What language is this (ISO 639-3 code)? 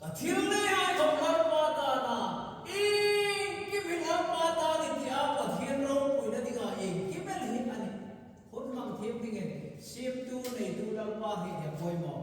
hmr